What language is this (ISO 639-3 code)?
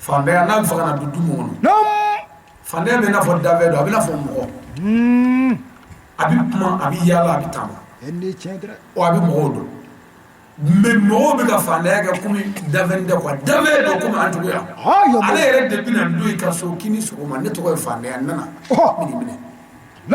bam